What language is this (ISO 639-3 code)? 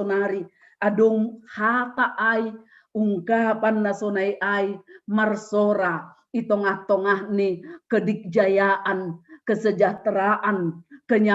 bts